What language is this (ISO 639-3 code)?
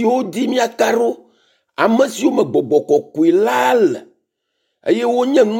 ewe